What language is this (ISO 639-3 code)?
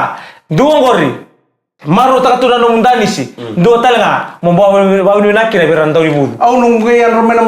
fij